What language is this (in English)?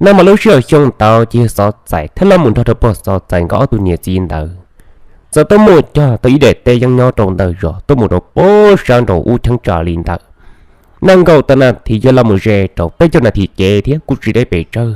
Hmong